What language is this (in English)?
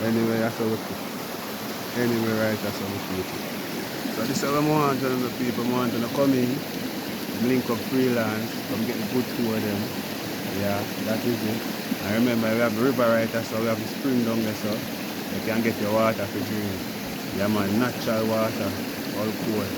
Jamaican Creole English